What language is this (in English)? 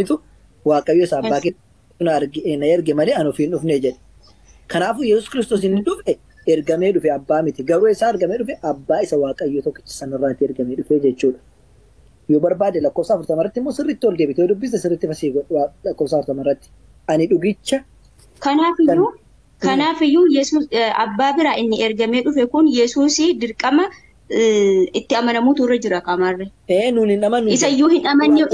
Oromo